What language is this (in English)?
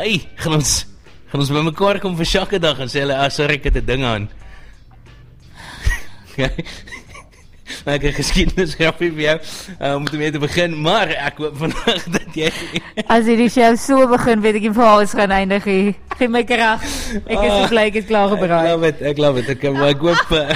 Afrikaans